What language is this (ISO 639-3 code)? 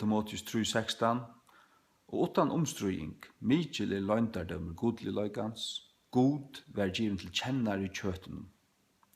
fao